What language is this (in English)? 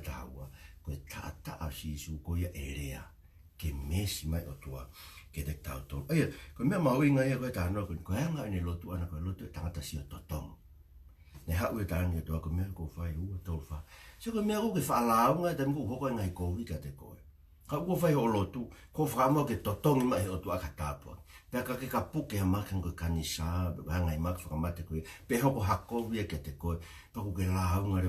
Tongan